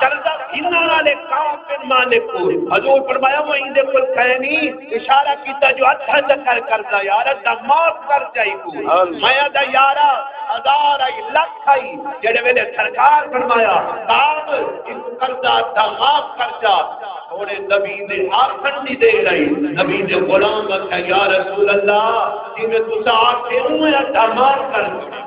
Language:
Saraiki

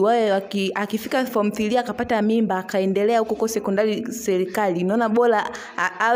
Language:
Swahili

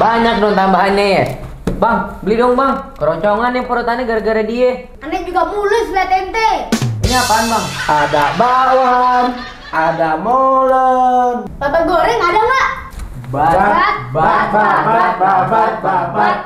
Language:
Betawi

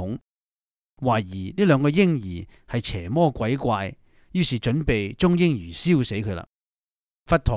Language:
Cantonese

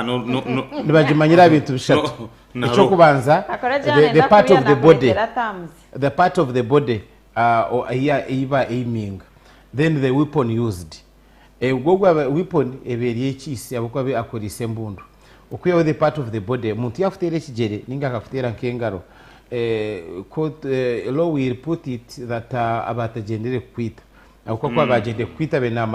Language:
Nyankole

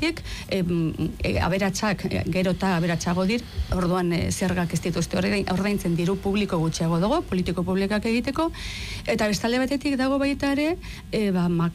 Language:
Basque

